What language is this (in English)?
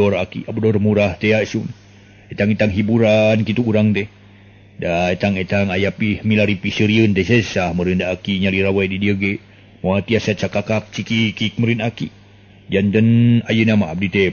Sundanese